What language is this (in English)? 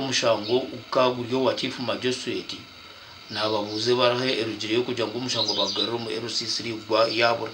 Nyankole